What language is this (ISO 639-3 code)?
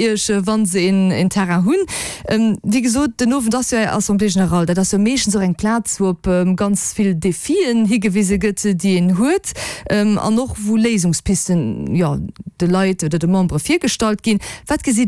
ltz